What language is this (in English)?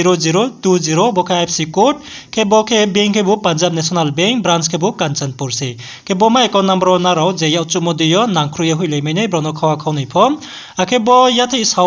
Riang (India)